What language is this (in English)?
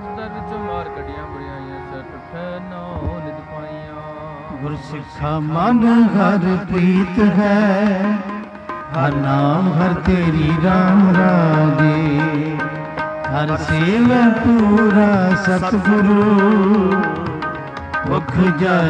Punjabi